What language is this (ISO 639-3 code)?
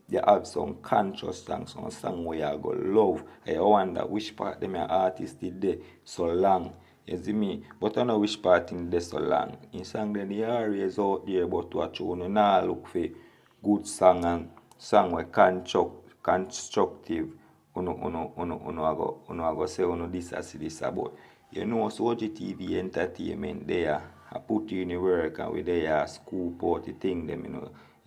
jam